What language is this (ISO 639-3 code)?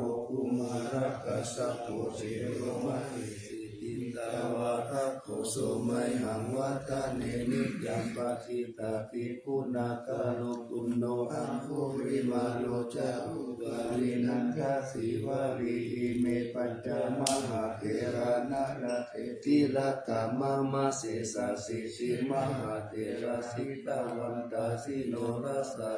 pli